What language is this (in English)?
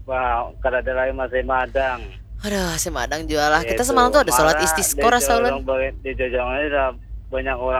Banjar